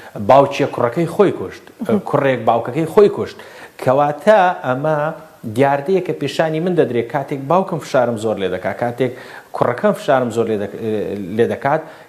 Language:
Central Kurdish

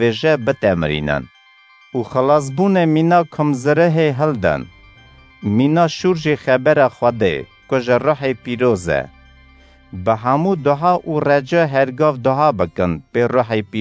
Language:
Kurdish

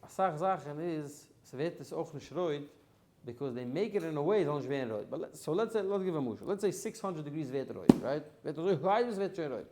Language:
Yiddish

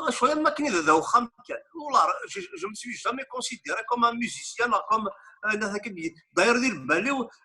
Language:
Kabyle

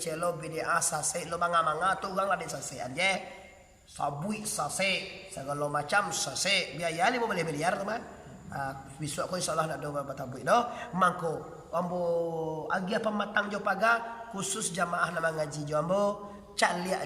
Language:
Minangkabau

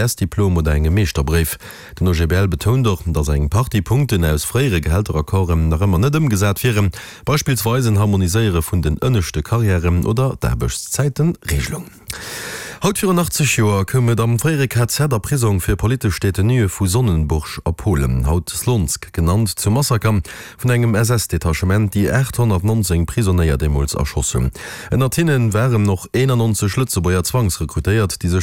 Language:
Luxembourgish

